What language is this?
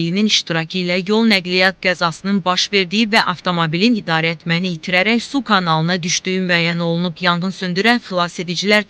Azerbaijani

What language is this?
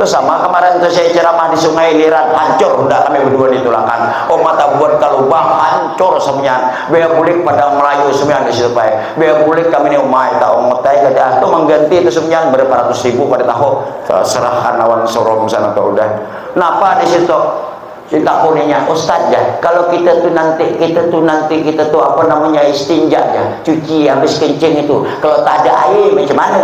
Banjar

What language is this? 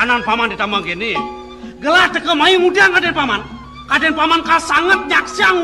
Balinese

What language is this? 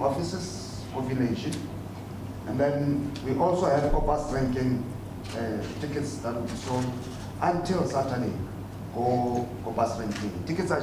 Tswana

